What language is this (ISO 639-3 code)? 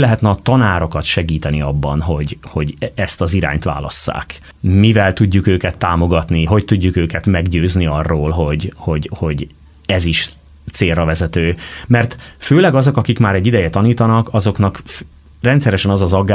hun